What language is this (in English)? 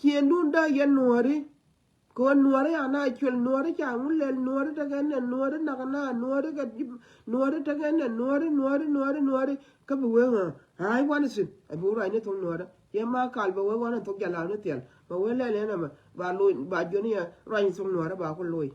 Nuer